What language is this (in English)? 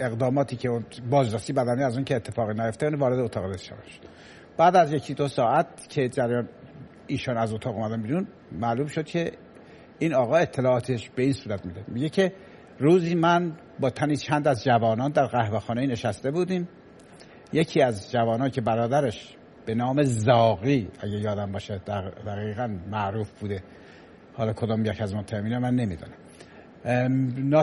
Persian